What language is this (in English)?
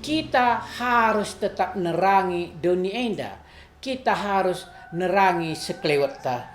Batak Karo